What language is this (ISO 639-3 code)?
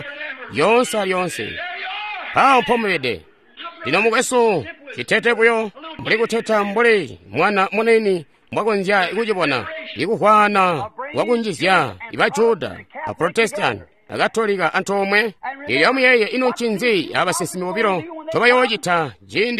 toi